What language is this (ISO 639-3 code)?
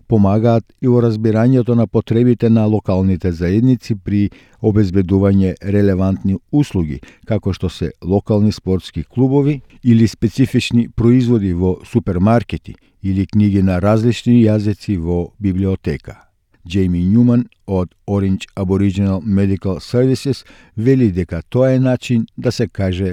mkd